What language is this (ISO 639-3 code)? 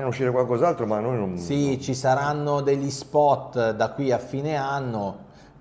ita